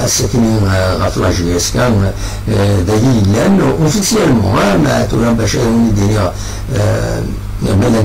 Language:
Kabyle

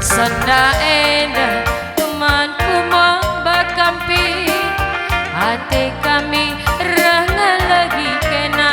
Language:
Batak Karo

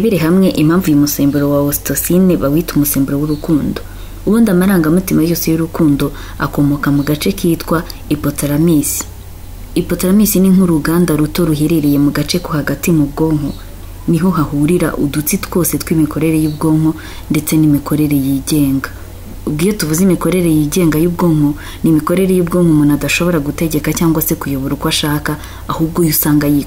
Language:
Kinyarwanda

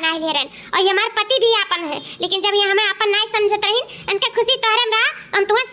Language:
Awadhi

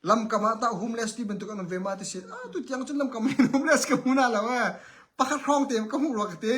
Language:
Hakha Chin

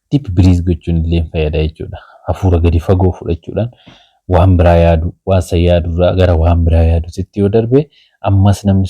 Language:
Oromo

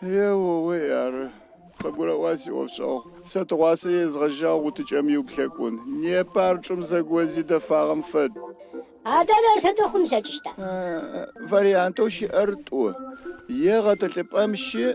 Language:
Adyghe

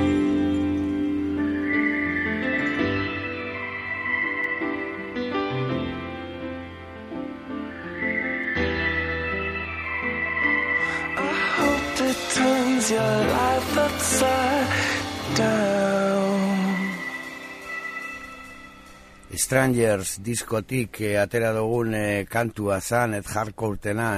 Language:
Basque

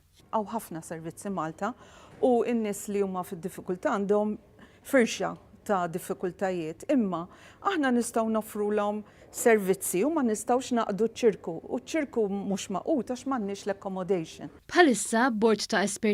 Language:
Maltese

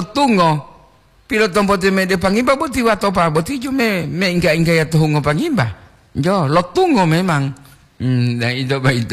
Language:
Gorontalo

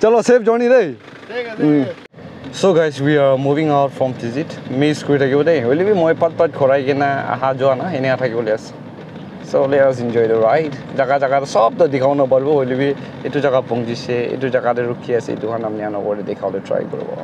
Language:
Naga Pidgin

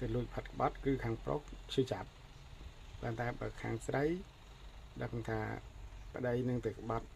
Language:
Khmer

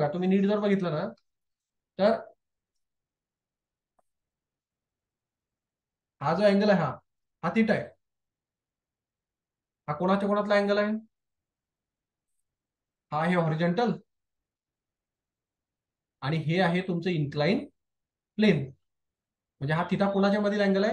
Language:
Marathi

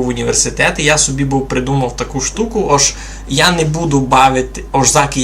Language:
Rusyn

